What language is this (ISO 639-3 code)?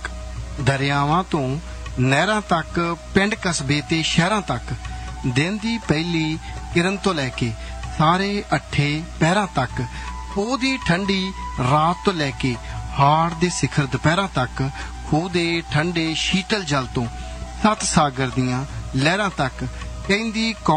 pan